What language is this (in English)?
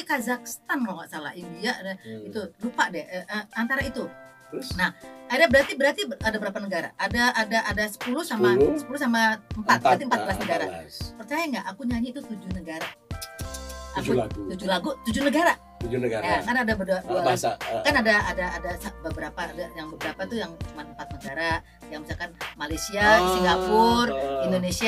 Indonesian